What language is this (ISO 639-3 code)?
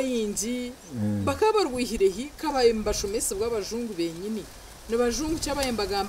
nyn